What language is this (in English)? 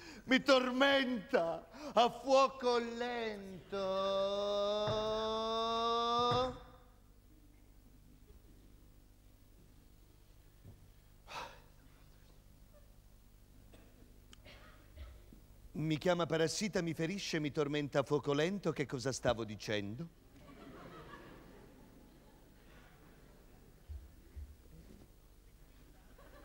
Italian